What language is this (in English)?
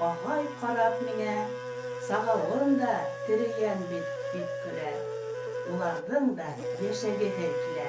Bashkir